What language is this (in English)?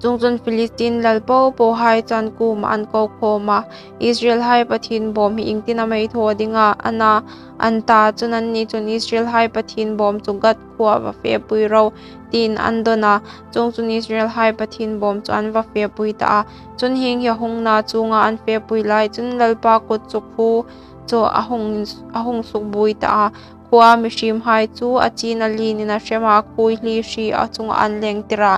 Hmar